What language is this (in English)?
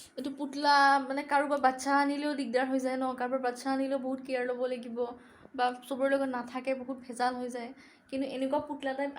Assamese